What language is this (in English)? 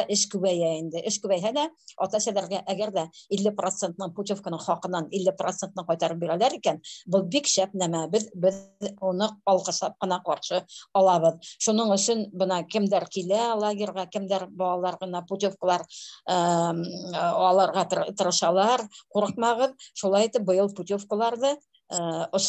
Bashkir